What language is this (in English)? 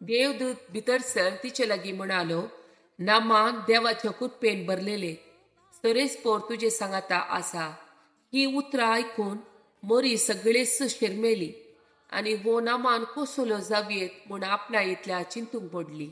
Konkani